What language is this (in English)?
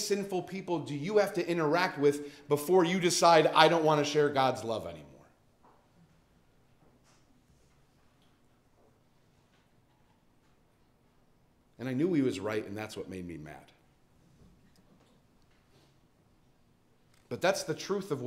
English